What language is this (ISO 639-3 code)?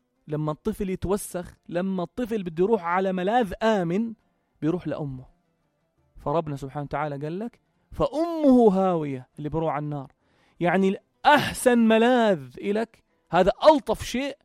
apc